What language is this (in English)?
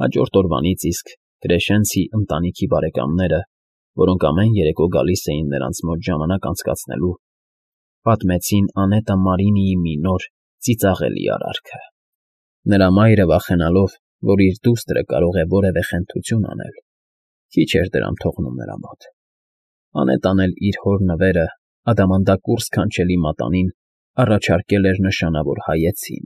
Armenian